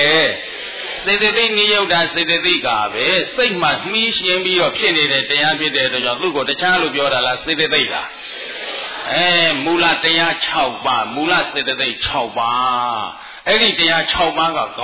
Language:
Burmese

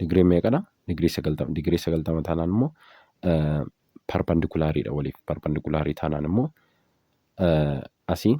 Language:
Oromo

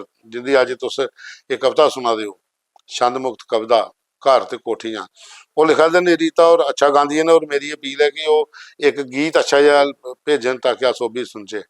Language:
Dogri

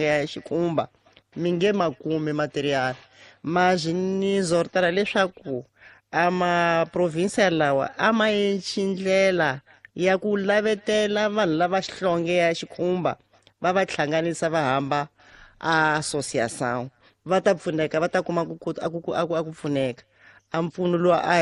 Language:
Tsonga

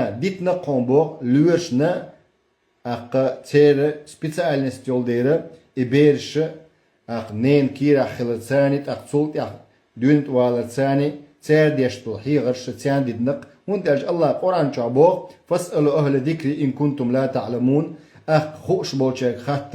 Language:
Chechen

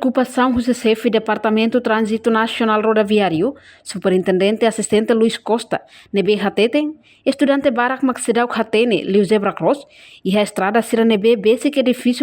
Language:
Tetum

